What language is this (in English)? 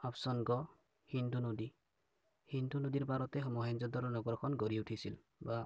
Assamese